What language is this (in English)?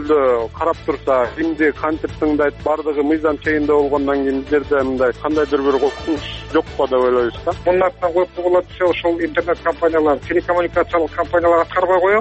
Kyrgyz